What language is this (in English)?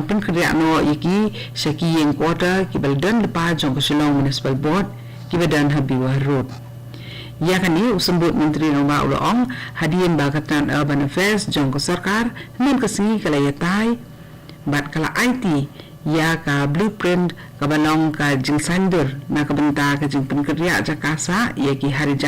Khasi